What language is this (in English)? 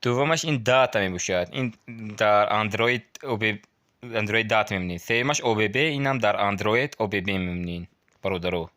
Tajik